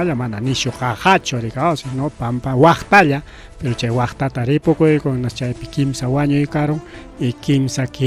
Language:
Ayacucho Quechua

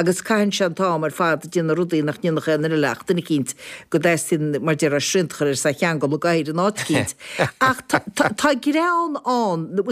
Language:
Irish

